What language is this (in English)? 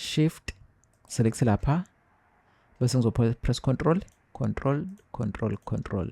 Zulu